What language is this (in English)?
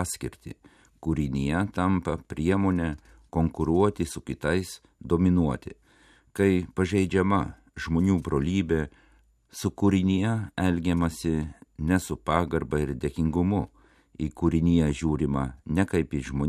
Lithuanian